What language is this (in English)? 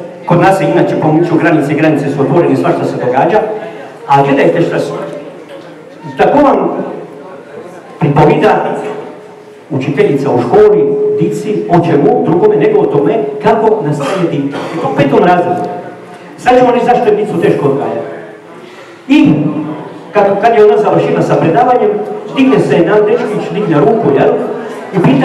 Croatian